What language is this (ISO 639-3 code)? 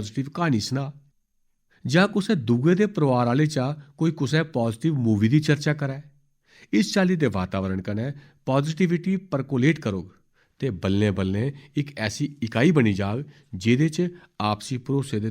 doi